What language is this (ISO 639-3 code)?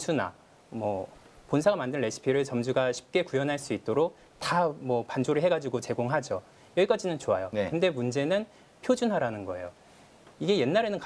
kor